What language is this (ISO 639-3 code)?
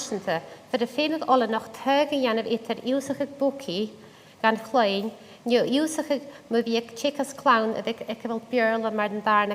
gla